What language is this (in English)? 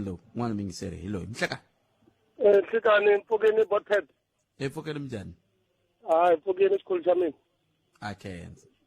Tsonga